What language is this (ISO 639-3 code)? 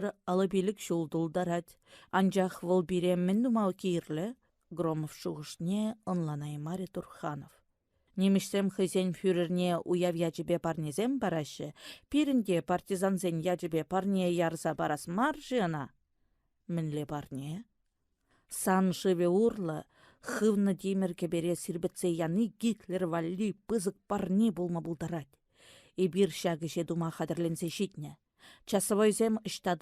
chv